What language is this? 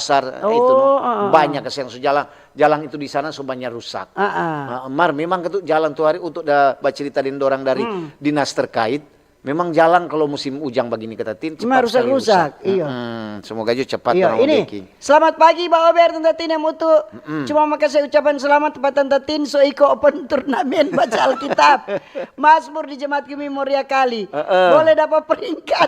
Manado Malay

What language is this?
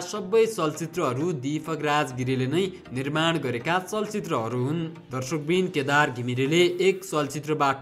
Nepali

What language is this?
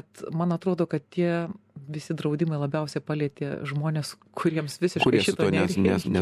Lithuanian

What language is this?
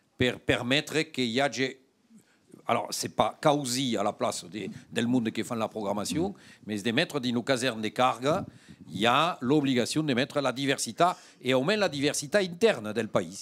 Occitan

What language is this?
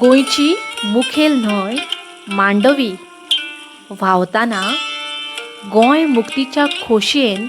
Konkani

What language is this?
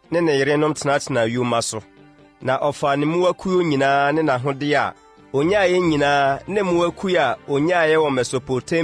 Akan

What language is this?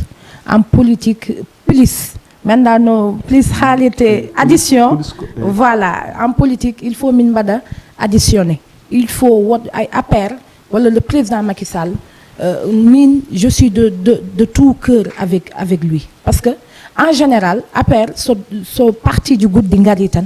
Fula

